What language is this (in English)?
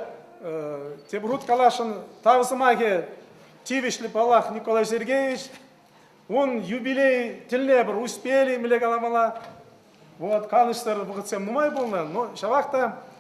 Chuvash